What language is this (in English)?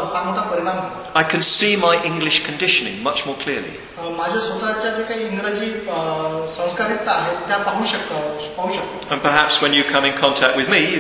Marathi